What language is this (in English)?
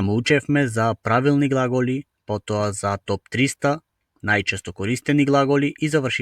Macedonian